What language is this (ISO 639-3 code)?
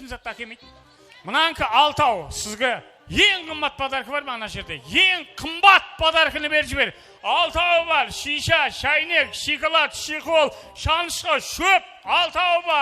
kaa